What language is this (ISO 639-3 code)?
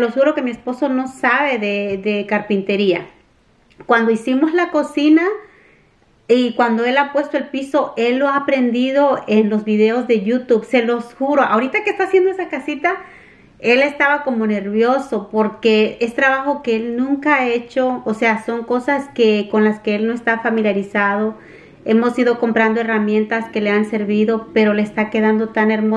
spa